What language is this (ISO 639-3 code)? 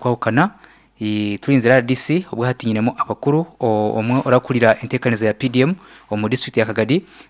nyn